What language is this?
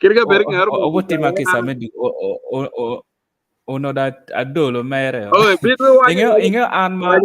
Acoli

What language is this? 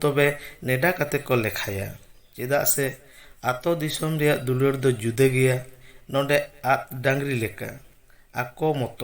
Santali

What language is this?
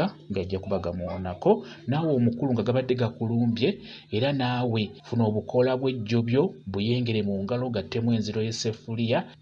Ganda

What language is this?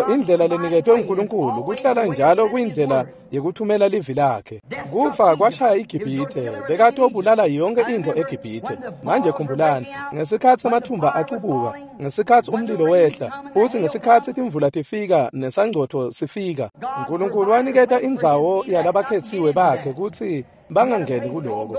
Swati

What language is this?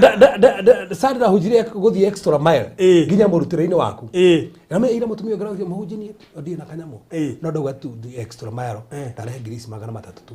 Kikuyu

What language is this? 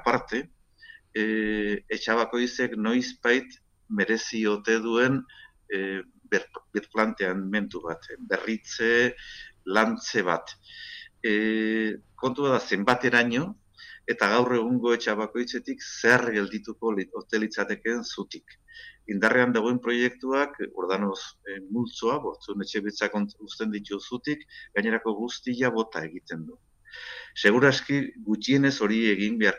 Basque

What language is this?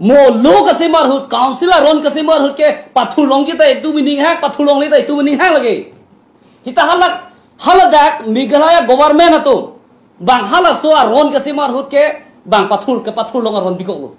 Karbi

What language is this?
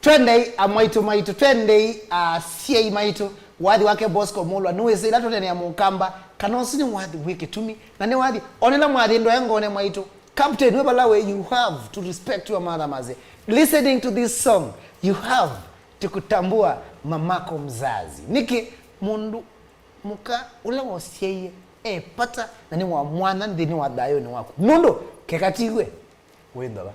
Kamba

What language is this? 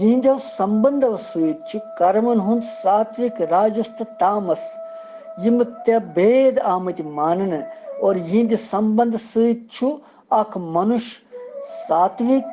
Kashmiri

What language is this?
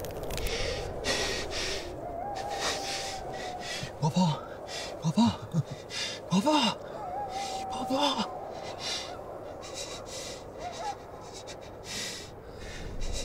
Persian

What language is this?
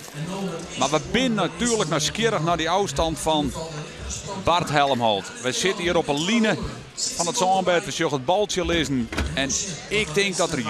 Western Frisian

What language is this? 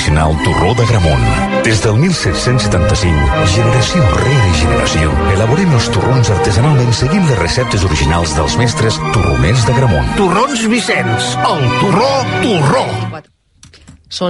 Catalan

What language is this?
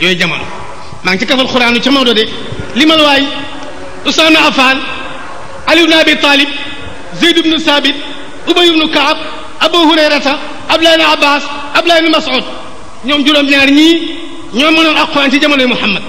Wolof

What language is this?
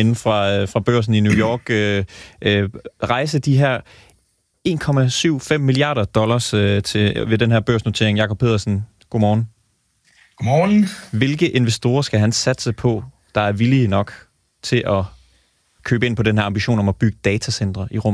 Danish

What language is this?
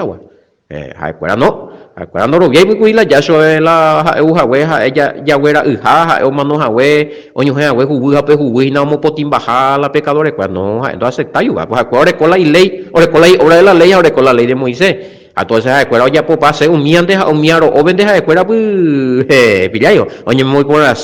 Guarani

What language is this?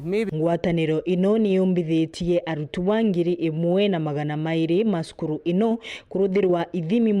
Meru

